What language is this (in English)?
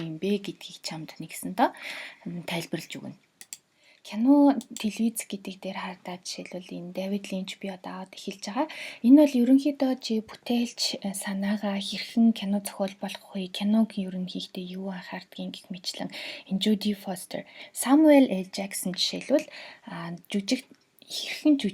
Mongolian